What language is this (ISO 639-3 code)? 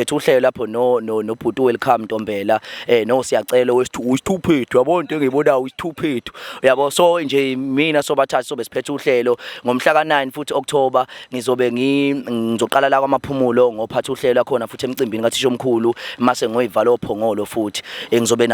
zul